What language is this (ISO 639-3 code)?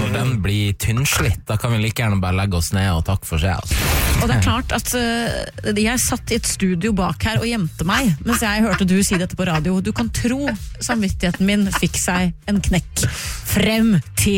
nor